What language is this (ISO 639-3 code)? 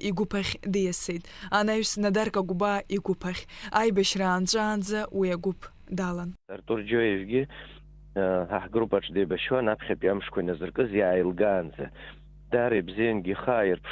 abk